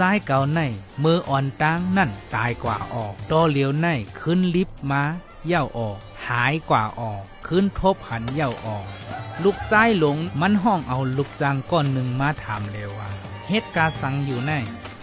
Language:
Shan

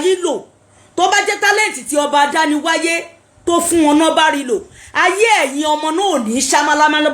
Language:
Yoruba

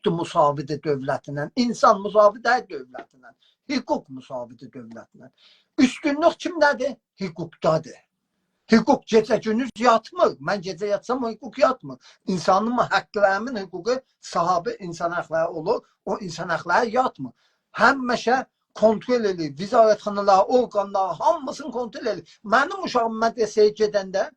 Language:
South Azerbaijani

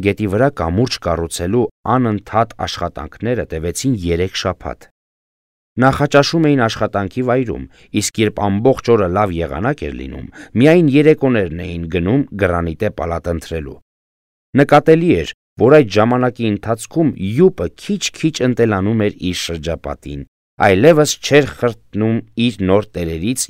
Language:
Armenian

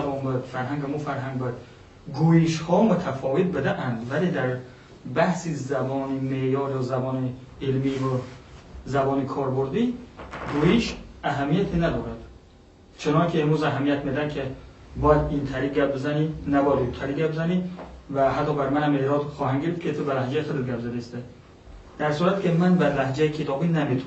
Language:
Persian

